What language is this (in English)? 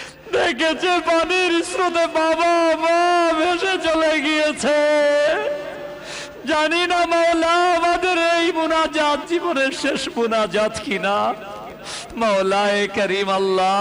Bangla